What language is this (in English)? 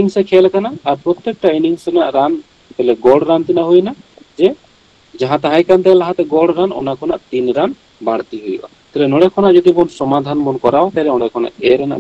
Santali